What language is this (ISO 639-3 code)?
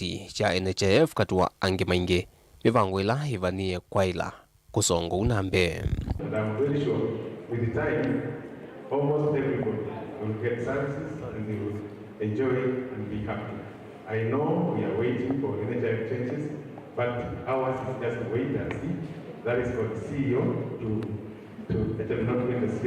kam